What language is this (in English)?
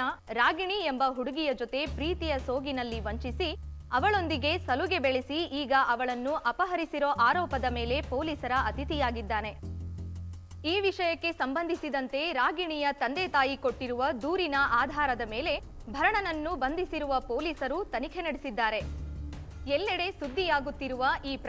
Kannada